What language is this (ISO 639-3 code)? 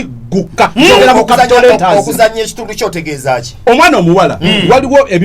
lug